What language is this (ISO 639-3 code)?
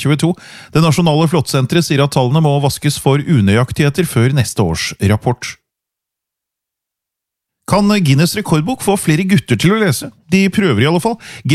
nor